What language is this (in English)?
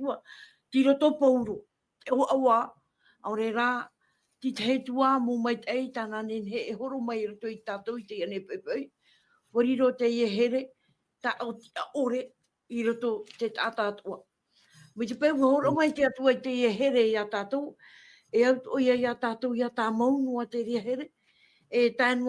Tahitian